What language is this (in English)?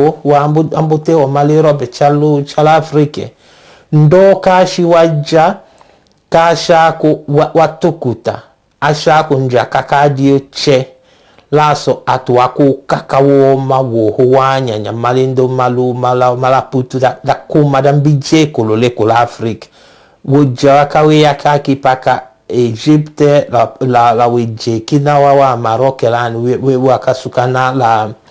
Tetela